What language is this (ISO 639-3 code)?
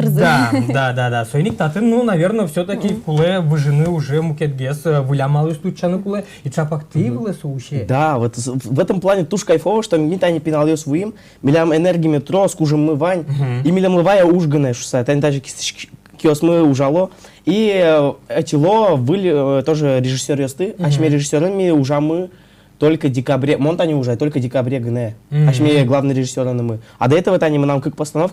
udm